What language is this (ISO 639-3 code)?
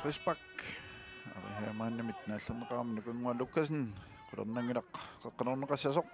kal